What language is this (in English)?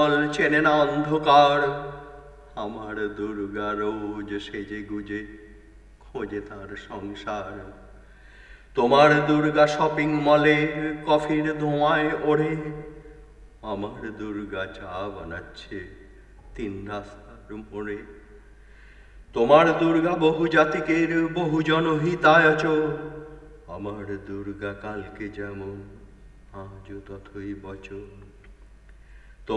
Bangla